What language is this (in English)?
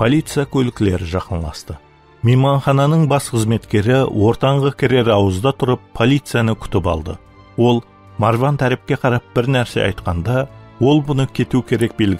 Kara-Kalpak